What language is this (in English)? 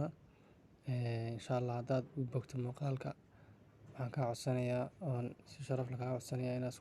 Somali